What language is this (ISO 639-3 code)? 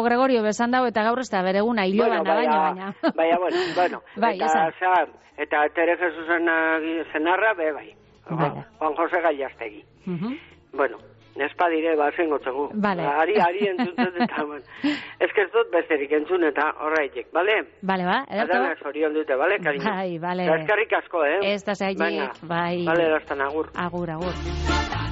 eus